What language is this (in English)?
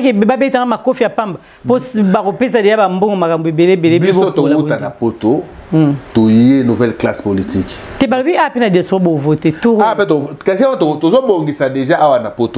Lingala